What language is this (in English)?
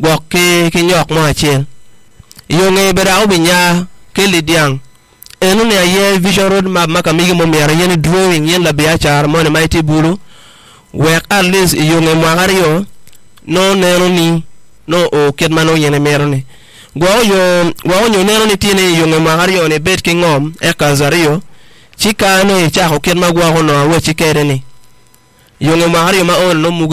Acoli